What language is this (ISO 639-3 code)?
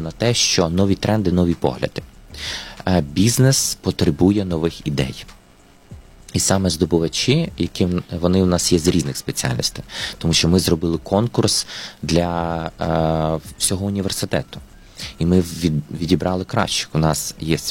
ukr